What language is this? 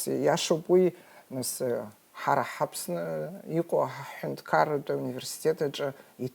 Abkhazian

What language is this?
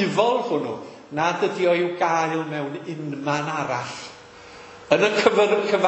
Welsh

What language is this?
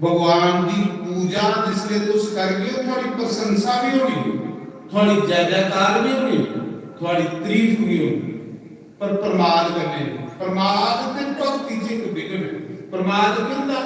Dogri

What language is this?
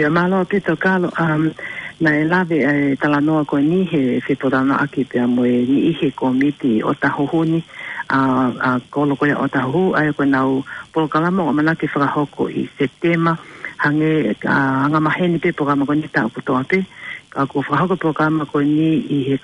Tongan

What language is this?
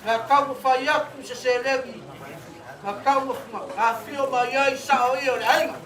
Samoan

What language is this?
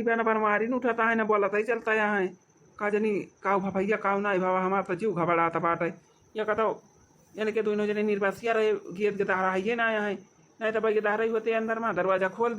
Awadhi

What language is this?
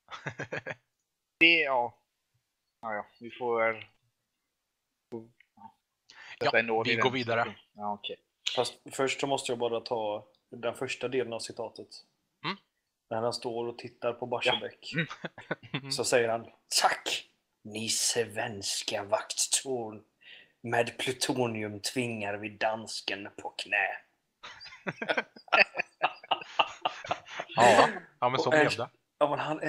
Swedish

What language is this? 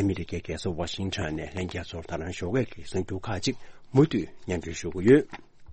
Tibetan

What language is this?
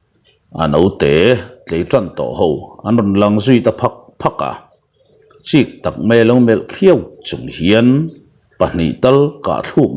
Mizo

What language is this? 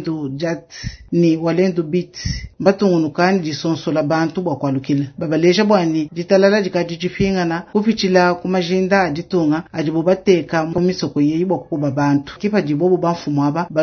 Luba-Lulua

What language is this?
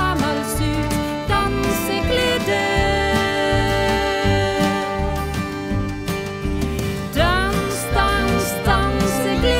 Norwegian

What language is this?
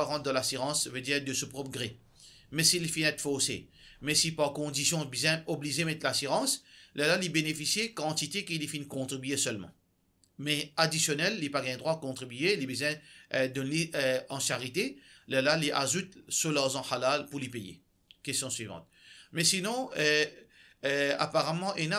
Morisyen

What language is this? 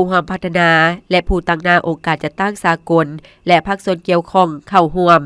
Lao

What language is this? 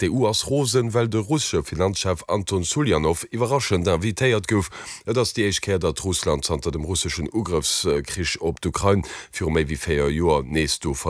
Luxembourgish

